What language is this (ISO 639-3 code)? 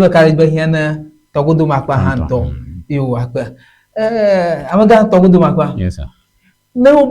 ewe